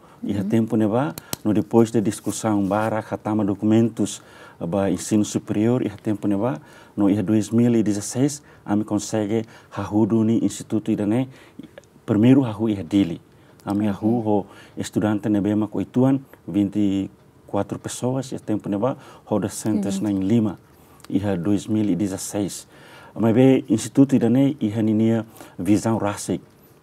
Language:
Tetum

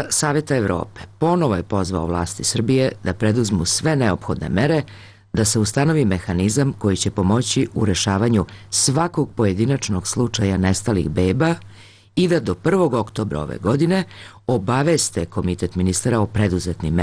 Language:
Serbian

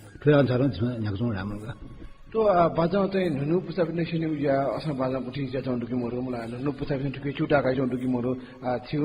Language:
Newari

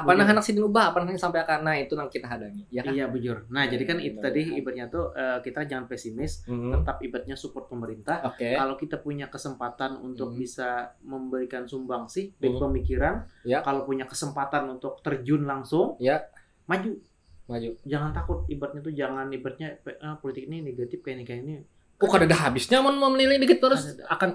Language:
Banjar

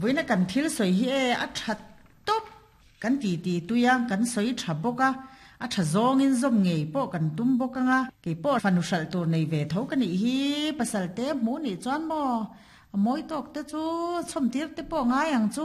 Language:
Mizo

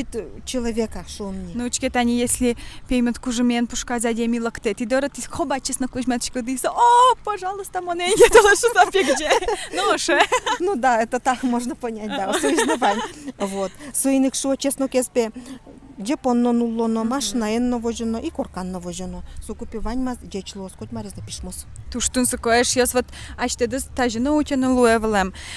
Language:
Udmurt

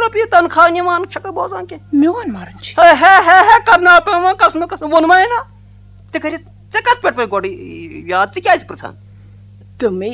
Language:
Kashmiri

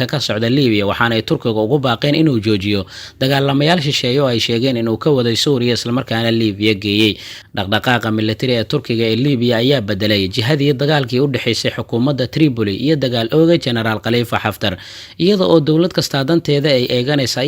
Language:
Somali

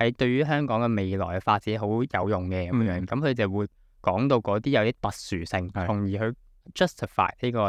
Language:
Cantonese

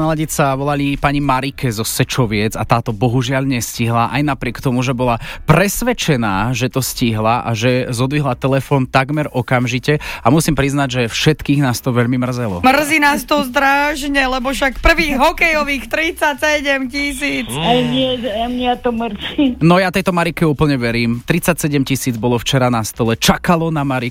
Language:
Slovak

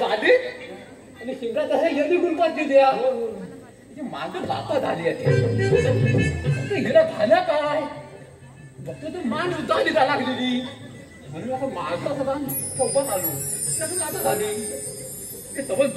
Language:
Marathi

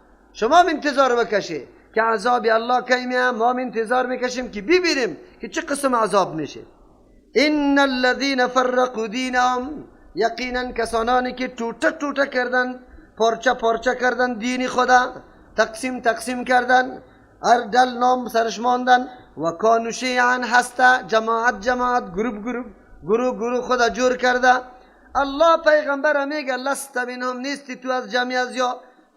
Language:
Persian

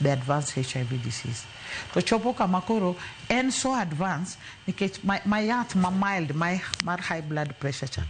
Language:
Luo (Kenya and Tanzania)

